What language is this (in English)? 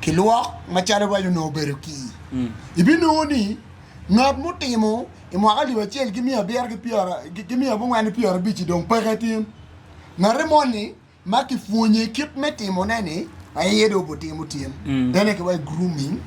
Acoli